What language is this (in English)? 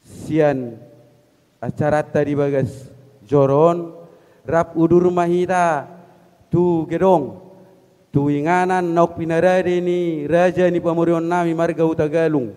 Batak Toba